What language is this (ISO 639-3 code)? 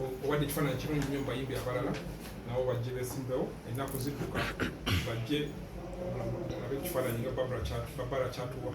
lug